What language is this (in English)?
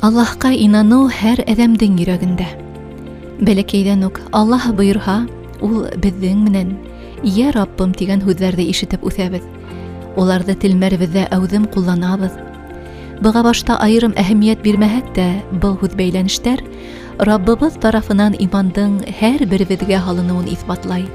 Bashkir